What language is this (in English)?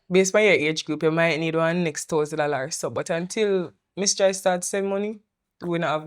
Jamaican Creole English